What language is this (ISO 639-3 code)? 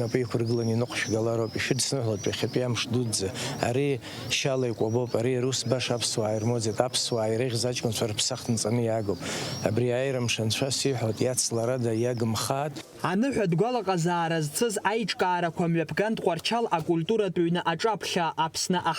abk